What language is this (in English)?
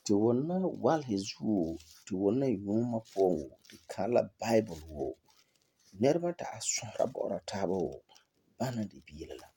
Frafra